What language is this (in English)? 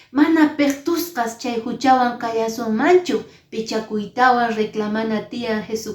Quechua